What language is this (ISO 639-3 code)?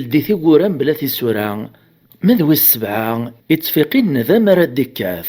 kab